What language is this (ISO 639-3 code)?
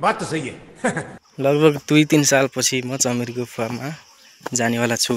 nep